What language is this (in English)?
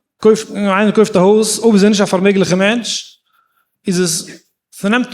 Yiddish